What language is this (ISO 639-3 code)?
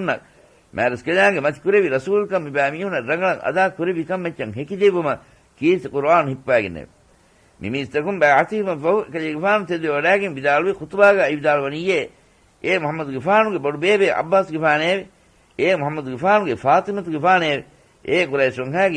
div